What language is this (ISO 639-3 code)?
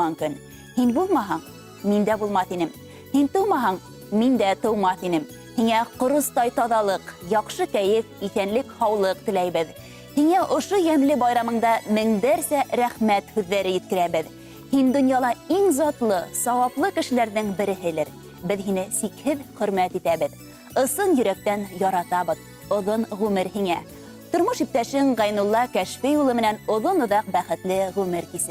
bak